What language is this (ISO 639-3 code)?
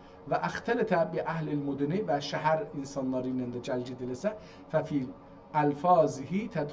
azb